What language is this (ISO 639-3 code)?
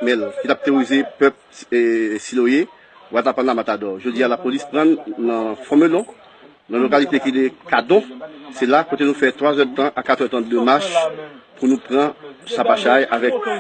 hat